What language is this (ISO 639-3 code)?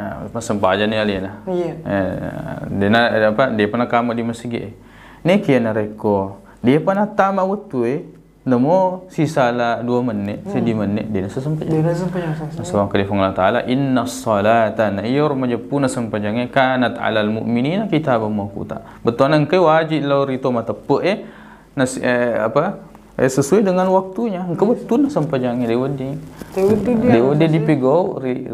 bug